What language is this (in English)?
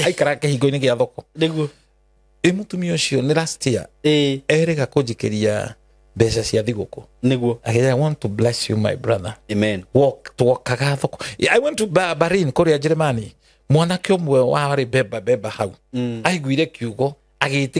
Kikuyu